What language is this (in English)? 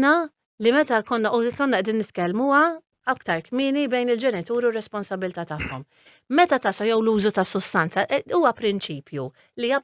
Maltese